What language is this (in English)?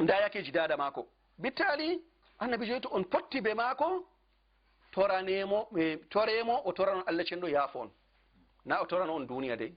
Fula